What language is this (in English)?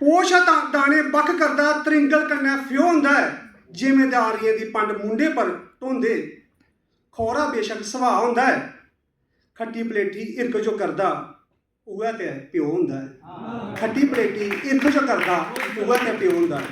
Dogri